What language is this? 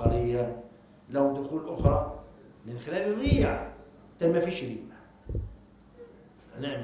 Egyptian Arabic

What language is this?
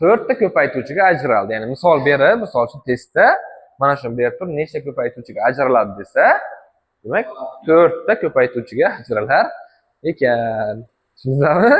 Uzbek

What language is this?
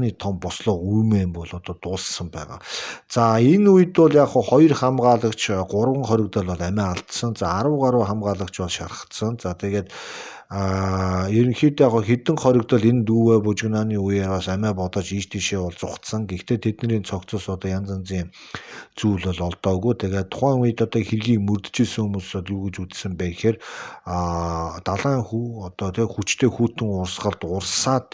Mongolian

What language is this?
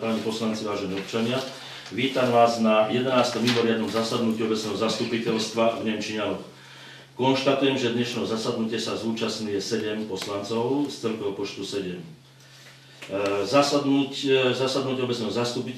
Slovak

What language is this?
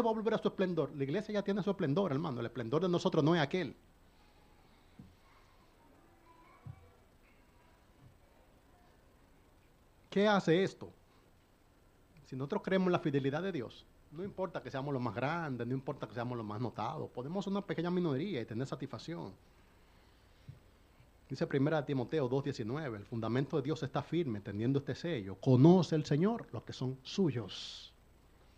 Spanish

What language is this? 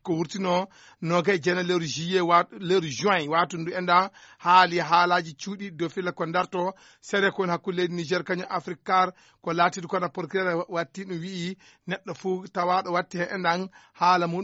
Fula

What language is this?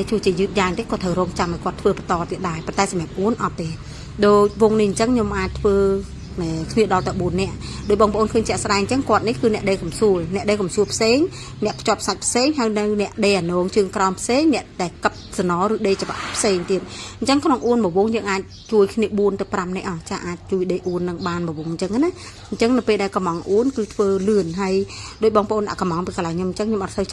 Khmer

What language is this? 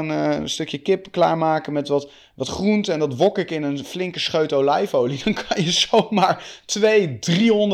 Dutch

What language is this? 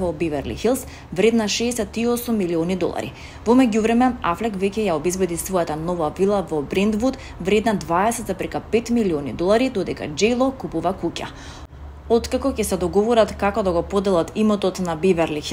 Macedonian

